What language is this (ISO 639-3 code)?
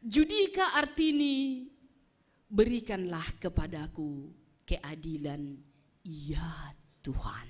bts